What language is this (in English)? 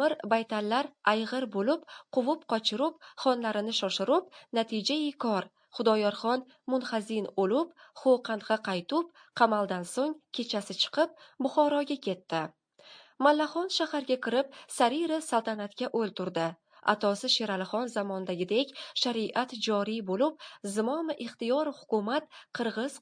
Uzbek